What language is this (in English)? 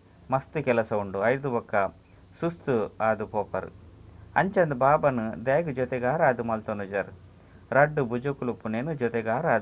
Tulu